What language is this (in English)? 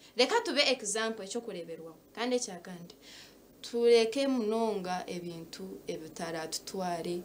Nyankole